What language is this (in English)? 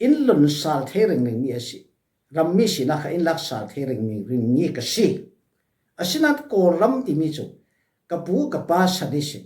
Falam Chin